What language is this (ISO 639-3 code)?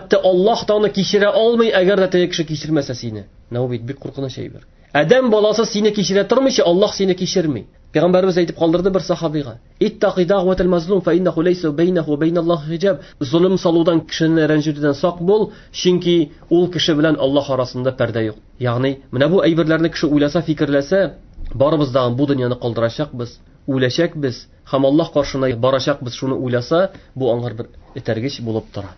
tat